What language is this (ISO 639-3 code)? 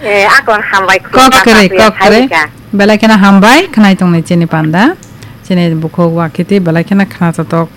trp